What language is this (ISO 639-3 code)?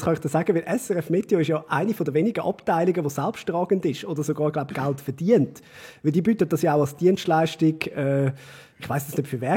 gsw